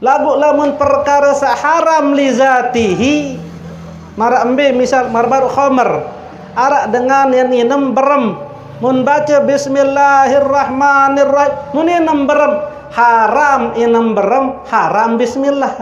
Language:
Sasak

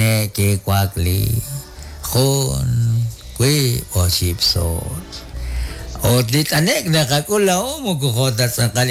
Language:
Kekchí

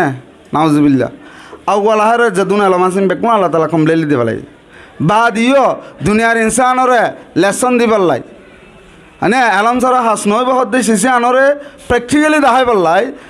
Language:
Rohingya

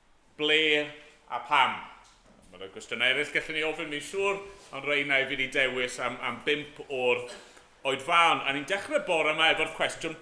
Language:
Welsh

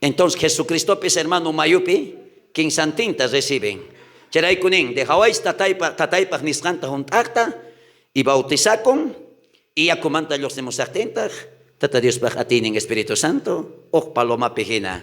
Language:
South Bolivian Quechua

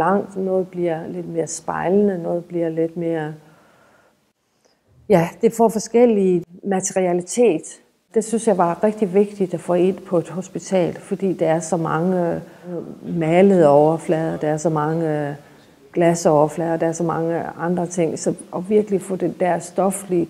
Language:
Danish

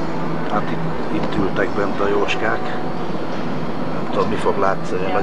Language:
Hungarian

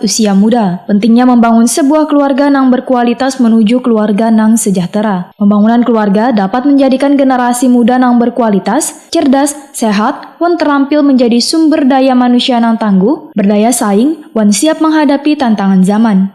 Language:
Banjar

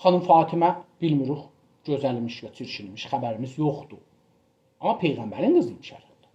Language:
South Azerbaijani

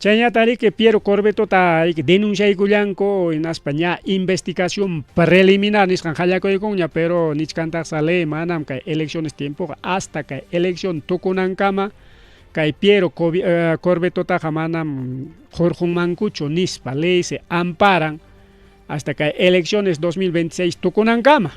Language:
Ayacucho Quechua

